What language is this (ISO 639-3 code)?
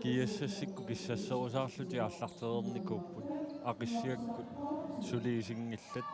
kal